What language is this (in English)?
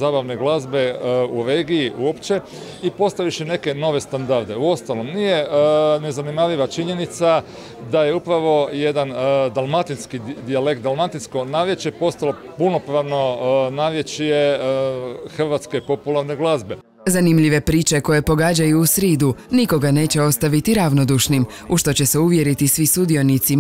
Croatian